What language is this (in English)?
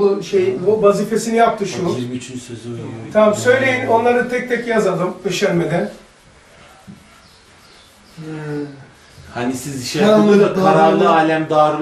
Turkish